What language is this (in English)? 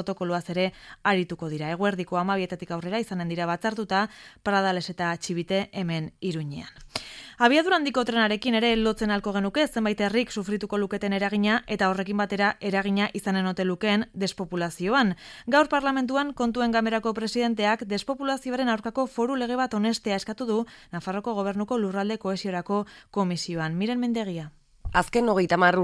Basque